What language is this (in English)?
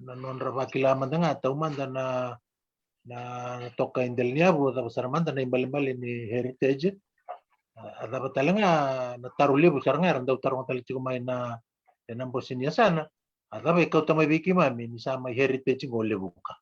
Fijian